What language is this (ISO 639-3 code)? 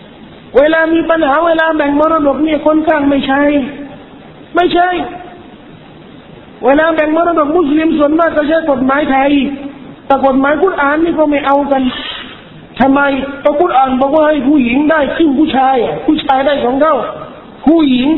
tha